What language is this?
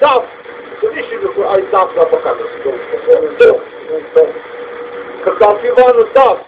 Zaza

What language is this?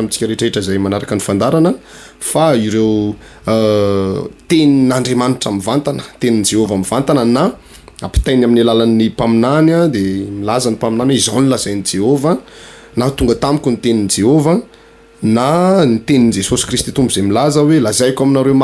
Malagasy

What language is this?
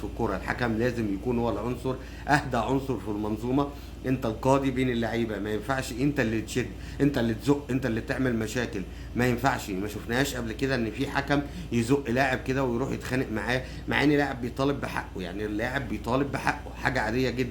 Egyptian Arabic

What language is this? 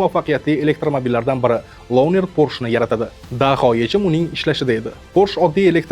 Uzbek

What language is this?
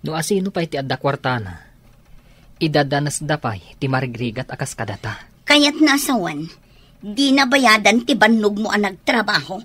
Iloko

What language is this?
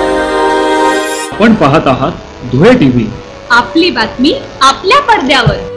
Marathi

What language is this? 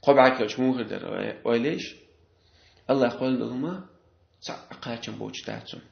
Chechen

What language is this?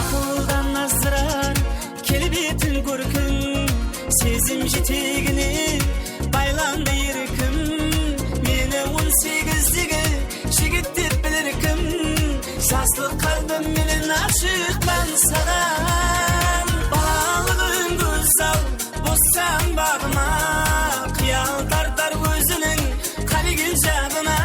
Kara-Kalpak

